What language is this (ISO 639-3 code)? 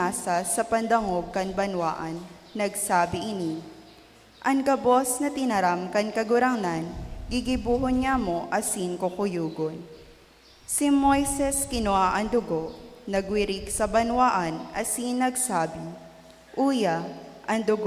bik